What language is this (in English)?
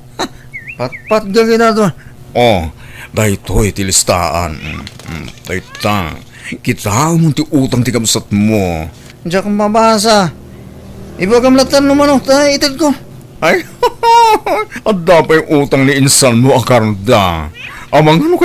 Iloko